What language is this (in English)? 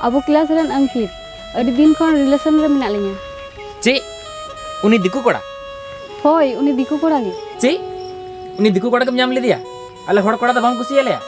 Santali